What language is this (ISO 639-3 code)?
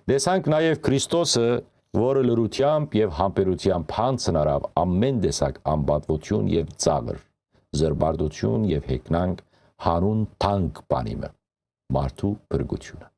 hyw